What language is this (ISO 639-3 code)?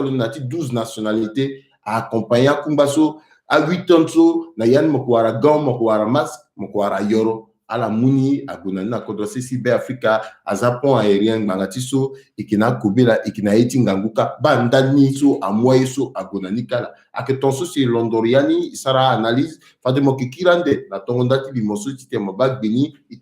sag